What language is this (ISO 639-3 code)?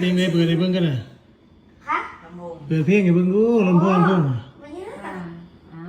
tts